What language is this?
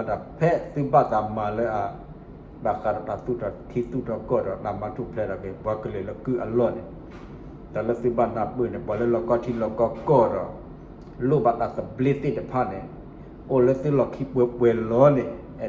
S'gaw Karen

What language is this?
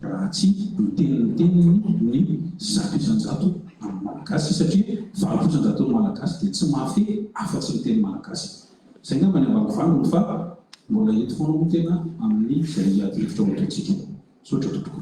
Malagasy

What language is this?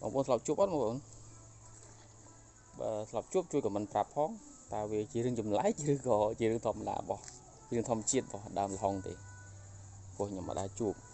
Khmer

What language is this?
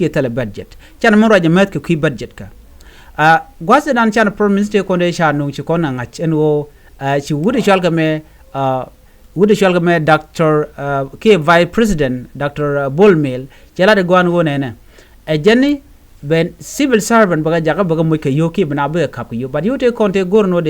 Nuer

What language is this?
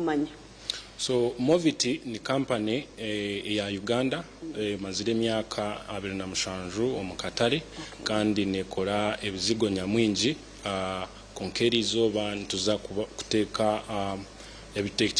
Nyankole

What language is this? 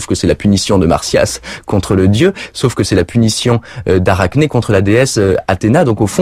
French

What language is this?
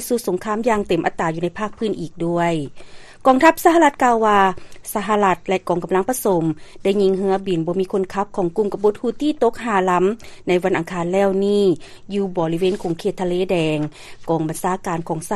Lao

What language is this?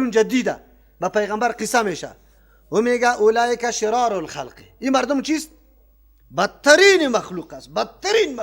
Persian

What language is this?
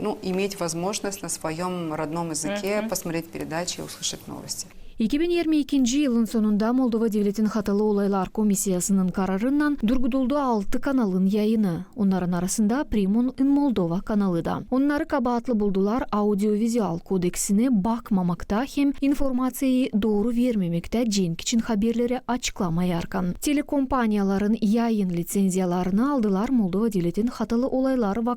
Gagauz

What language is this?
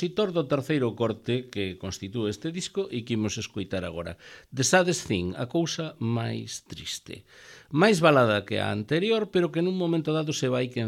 Galician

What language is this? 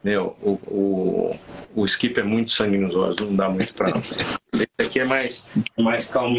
Portuguese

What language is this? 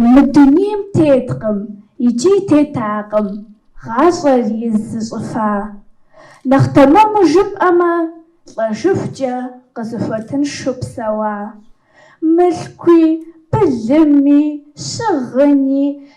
Kabardian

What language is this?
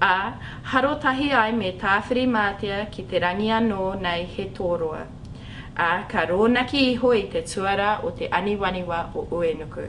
Māori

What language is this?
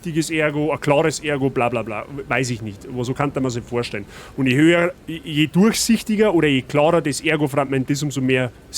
Bavarian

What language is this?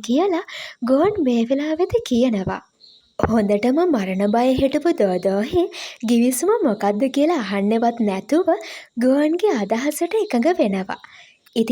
Sinhala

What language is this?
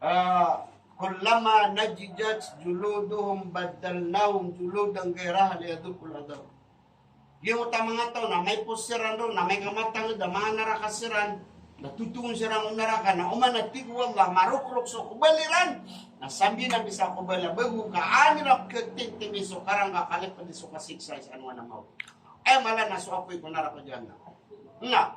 Maranao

